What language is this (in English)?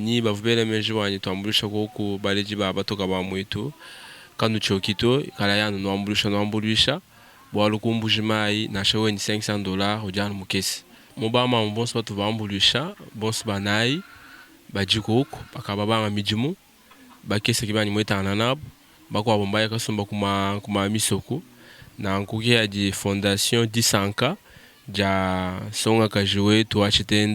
Luba-Lulua